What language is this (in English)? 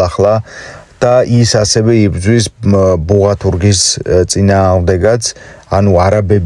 Georgian